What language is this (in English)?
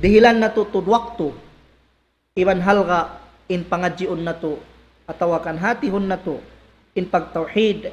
Tausug